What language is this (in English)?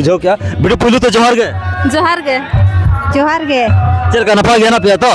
Santali